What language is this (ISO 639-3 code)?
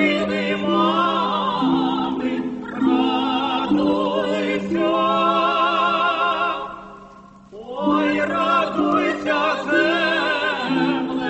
ukr